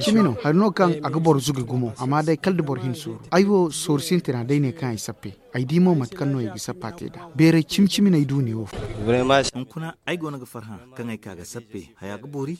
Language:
Zarma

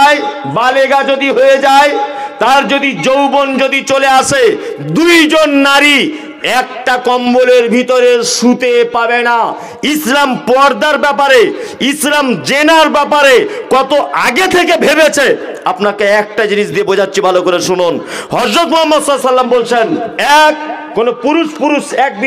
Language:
Bangla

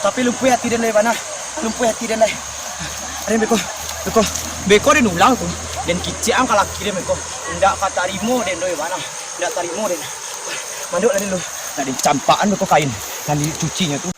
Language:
Minangkabau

